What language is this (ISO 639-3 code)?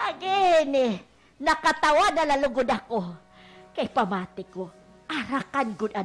war